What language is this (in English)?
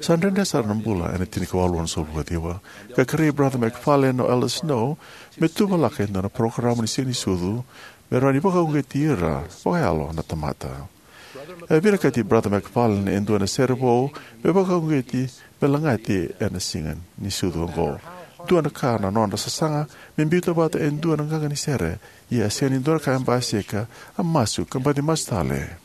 Fijian